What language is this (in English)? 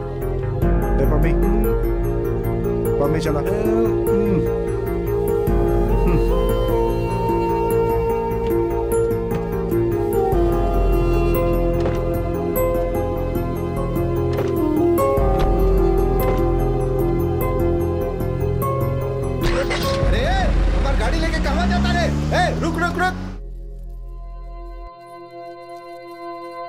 Bhojpuri